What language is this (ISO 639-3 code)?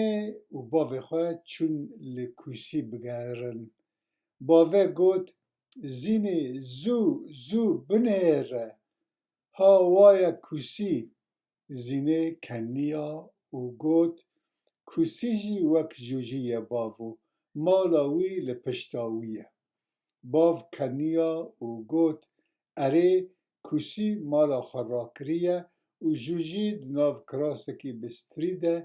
kur